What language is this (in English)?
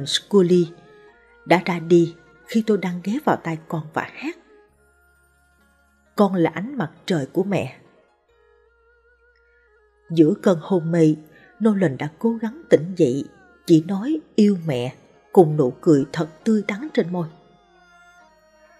Vietnamese